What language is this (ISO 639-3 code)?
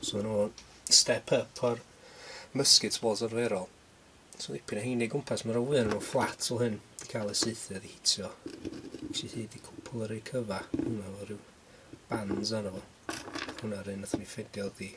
cym